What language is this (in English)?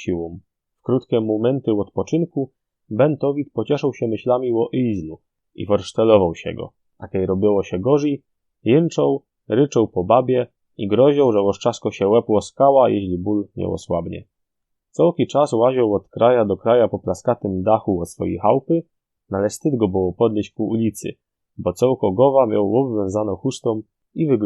Silesian